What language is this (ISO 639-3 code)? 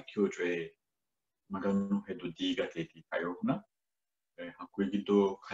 sid